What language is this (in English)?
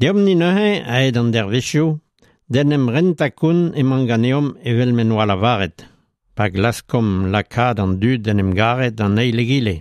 Breton